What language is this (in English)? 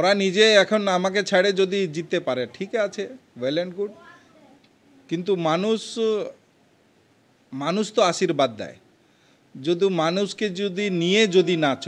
Bangla